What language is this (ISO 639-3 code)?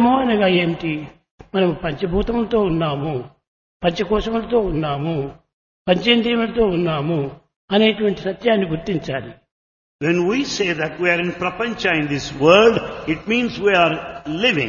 tel